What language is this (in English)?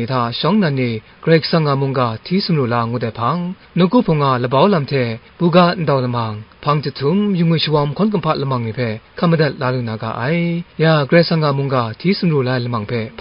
Kachin